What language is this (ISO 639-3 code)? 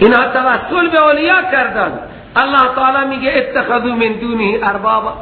fas